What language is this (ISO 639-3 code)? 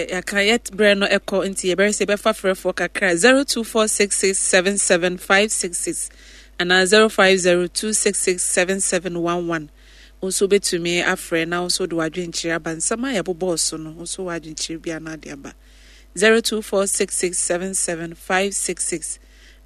aka